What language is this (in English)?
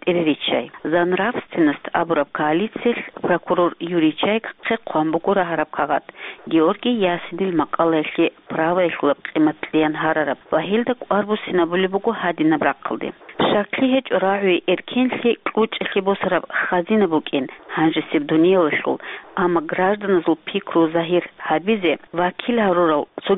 Avaric